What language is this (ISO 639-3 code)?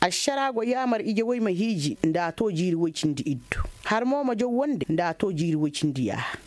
ses